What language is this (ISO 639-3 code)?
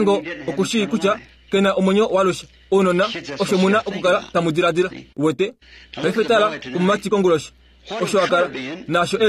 kua